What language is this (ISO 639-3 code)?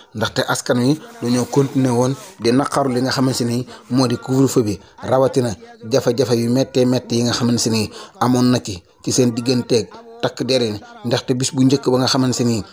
wol